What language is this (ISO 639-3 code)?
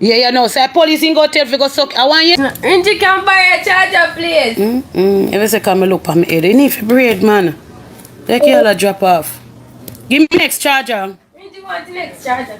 jam